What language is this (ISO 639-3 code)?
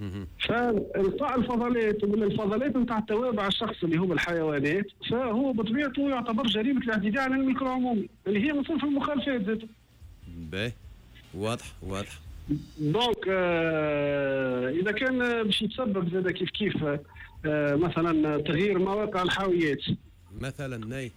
aeb